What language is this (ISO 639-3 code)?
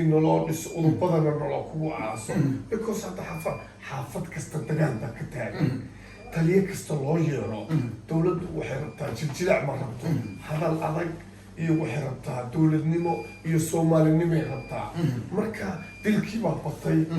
som